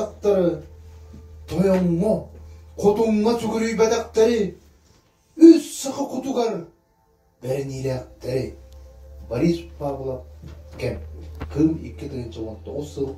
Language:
Yakut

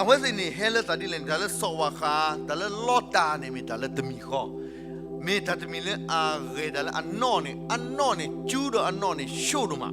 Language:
S'gaw Karen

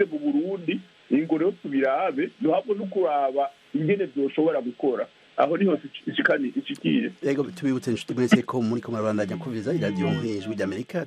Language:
Rundi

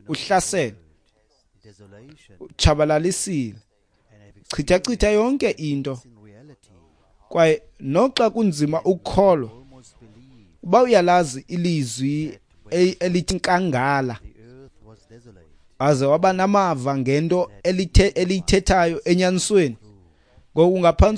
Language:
Xhosa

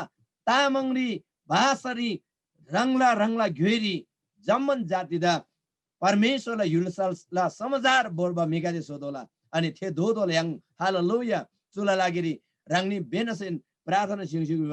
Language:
Eastern Tamang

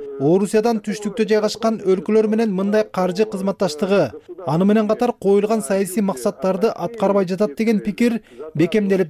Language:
Kyrgyz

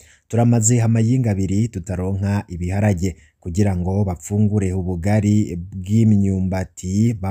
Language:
Rundi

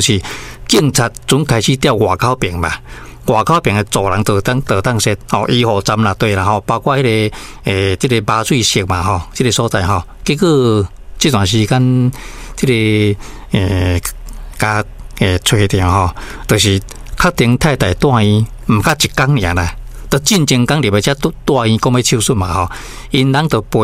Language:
Min Nan Chinese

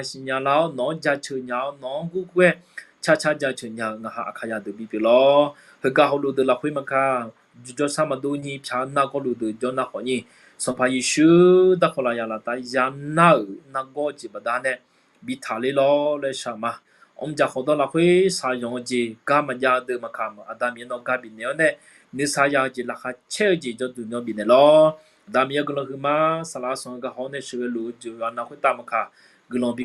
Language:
Akha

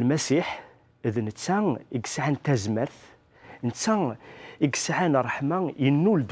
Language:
Kabyle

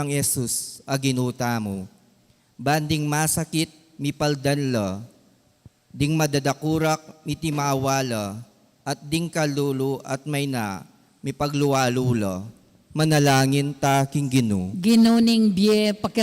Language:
Pampanga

